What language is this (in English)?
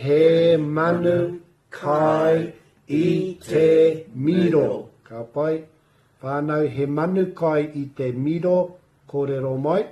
Māori